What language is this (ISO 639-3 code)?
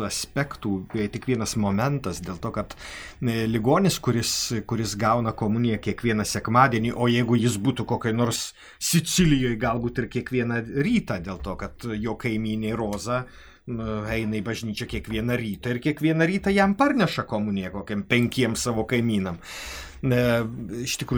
lit